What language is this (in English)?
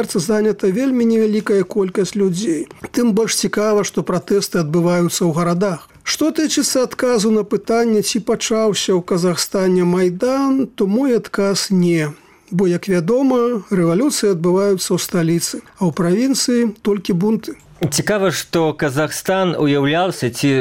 Belarusian